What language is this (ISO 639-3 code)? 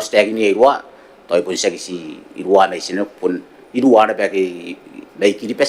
gil